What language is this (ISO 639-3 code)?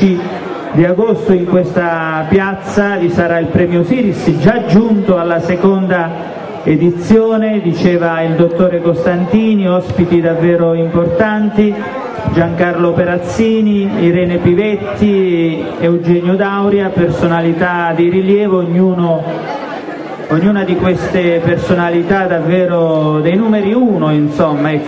ita